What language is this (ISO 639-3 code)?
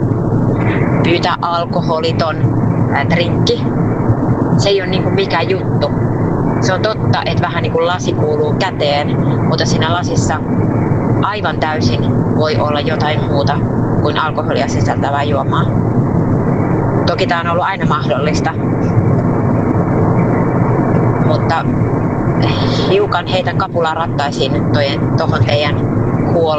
fin